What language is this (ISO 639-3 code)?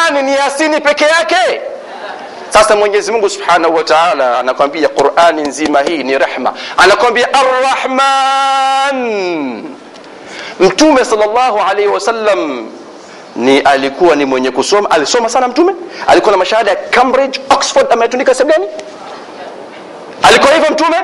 swa